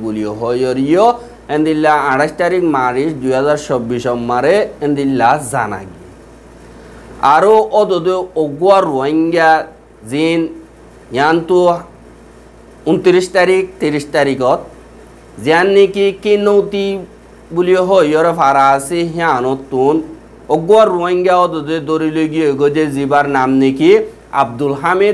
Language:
Rohingya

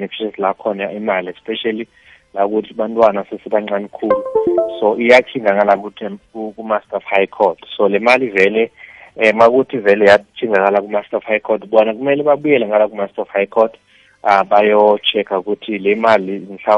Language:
South Ndebele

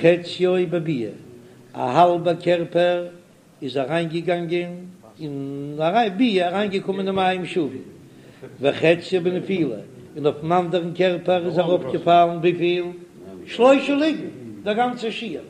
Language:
Yiddish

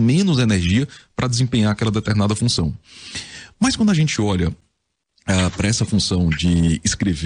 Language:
Portuguese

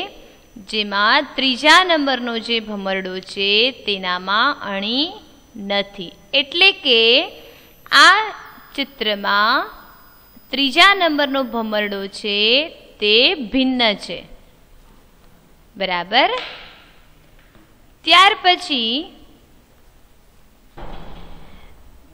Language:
Gujarati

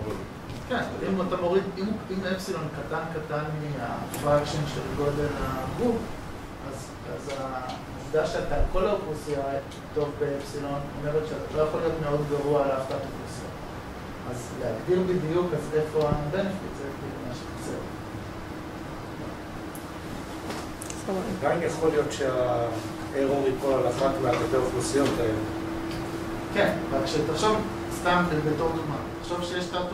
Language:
Hebrew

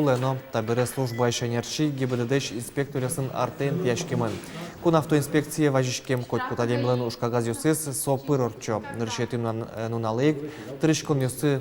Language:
Udmurt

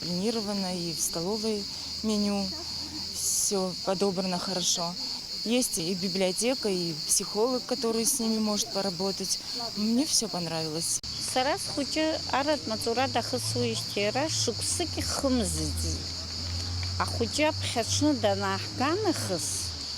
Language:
Abkhazian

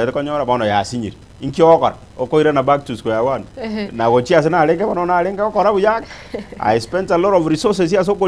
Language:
Gusii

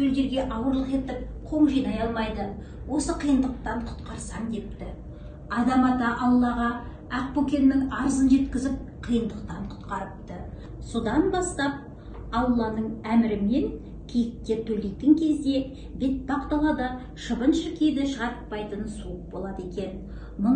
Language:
Kazakh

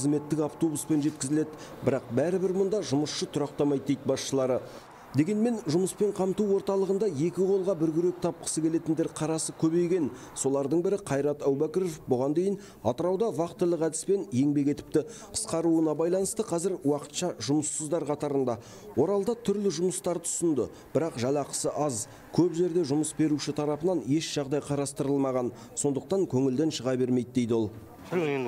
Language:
Kazakh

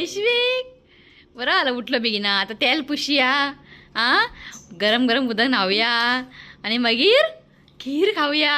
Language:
Konkani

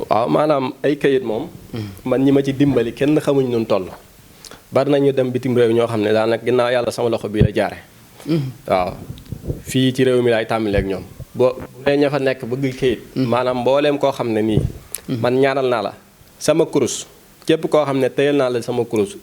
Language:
Wolof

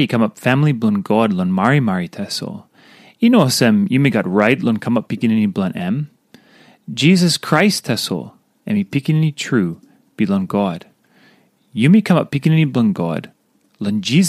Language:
Tok Pisin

